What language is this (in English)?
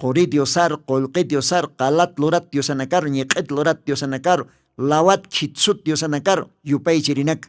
Aymara